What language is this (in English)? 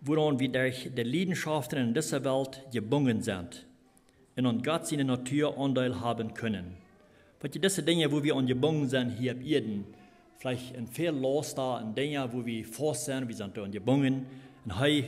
Plautdietsch